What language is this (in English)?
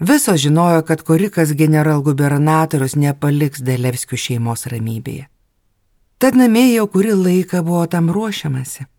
Lithuanian